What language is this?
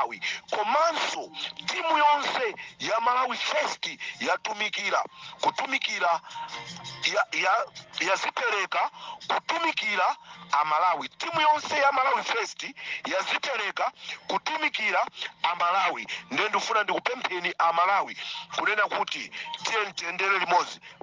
Nyanja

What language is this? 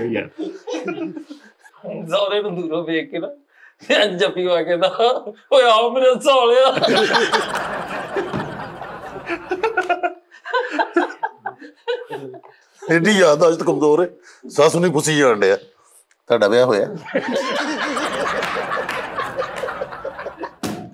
Punjabi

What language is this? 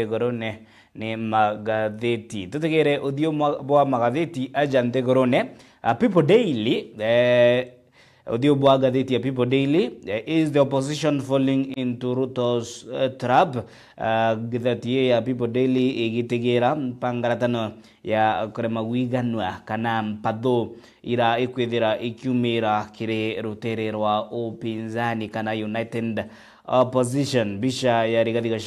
Meru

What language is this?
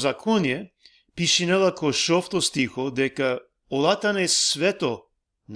Balkan Romani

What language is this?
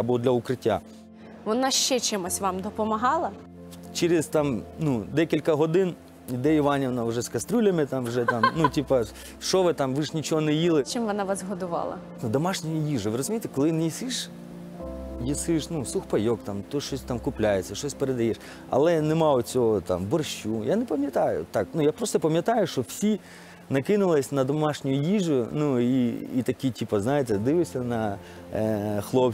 Ukrainian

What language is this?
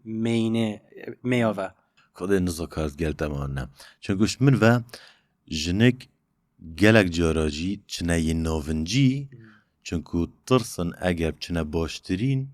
Kurdish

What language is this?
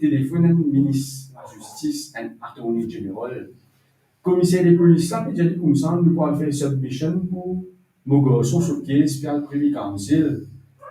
Morisyen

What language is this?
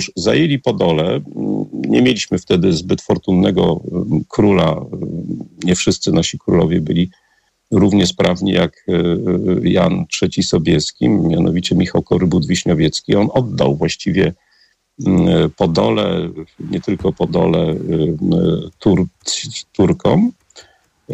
Polish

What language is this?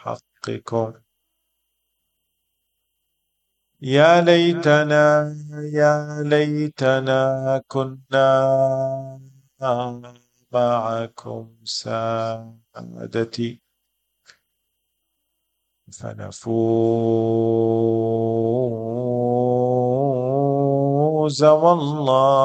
Arabic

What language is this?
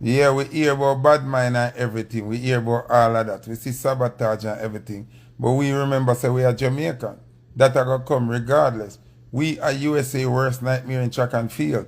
Jamaican Creole English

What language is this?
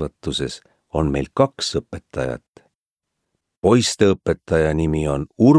Estonian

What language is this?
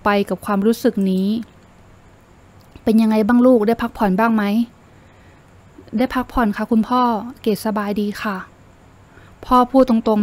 Thai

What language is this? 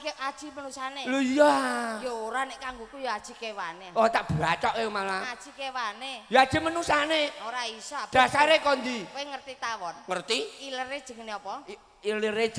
Javanese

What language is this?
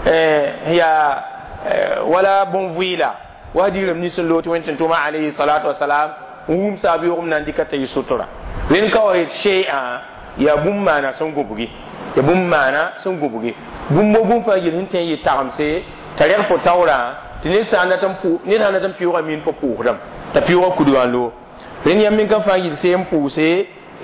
Mossi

